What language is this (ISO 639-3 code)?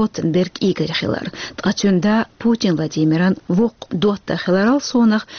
che